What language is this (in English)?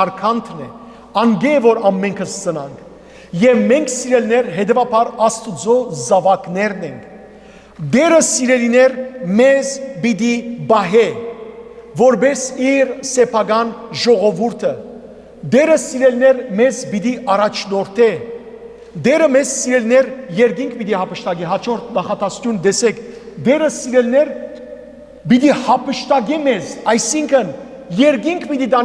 Western Armenian